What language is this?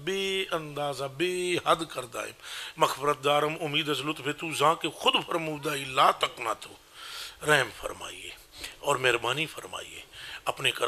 Urdu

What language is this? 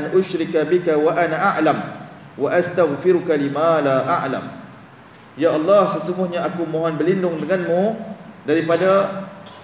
Malay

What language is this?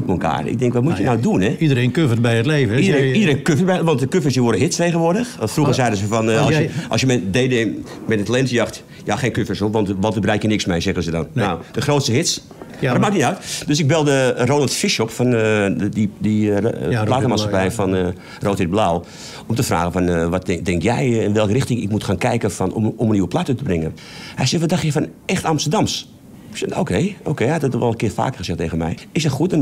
Dutch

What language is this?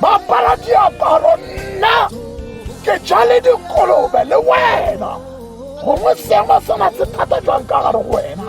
Tswana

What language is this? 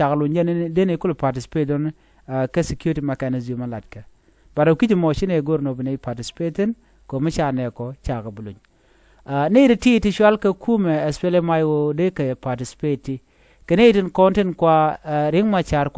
Nuer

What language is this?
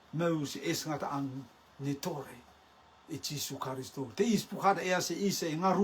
Rotuman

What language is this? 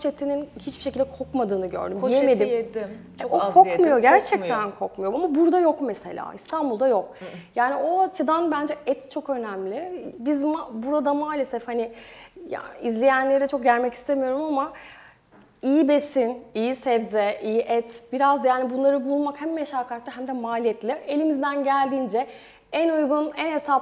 Turkish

